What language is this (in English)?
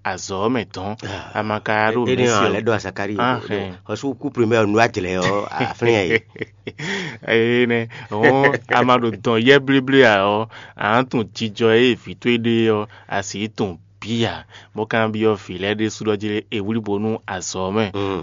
Fon